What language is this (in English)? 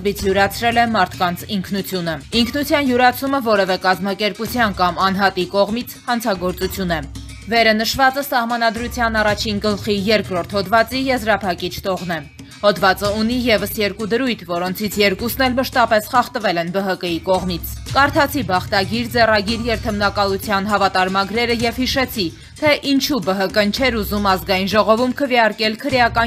Armenian